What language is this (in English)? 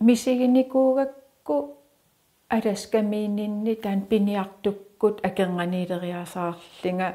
Kalaallisut